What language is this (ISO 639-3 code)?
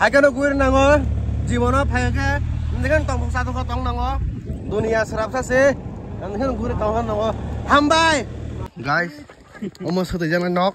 trp